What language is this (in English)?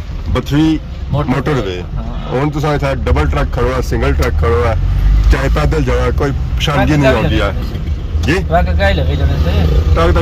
Pahari-Potwari